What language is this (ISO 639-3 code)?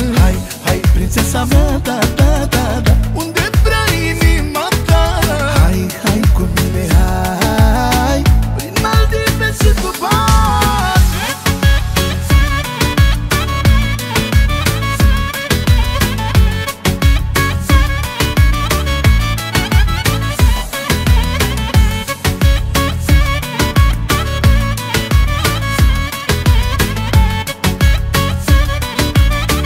ron